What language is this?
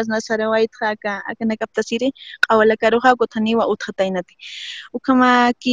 Aymara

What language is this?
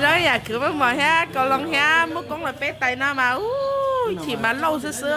Hmong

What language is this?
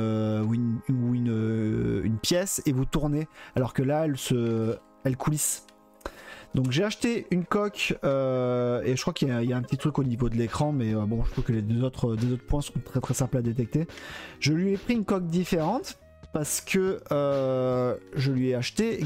French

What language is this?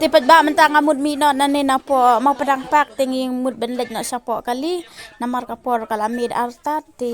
Khasi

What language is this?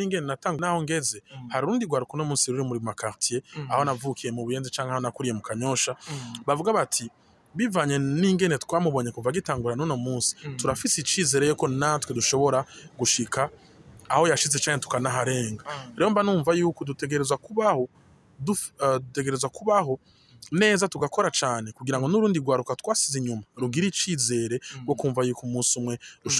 Rundi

